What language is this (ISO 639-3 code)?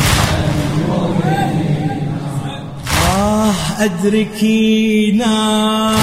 ara